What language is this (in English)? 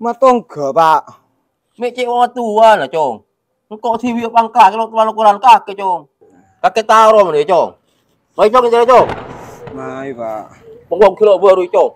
Madurese